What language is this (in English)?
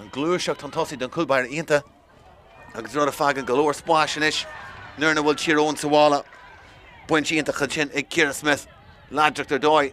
Irish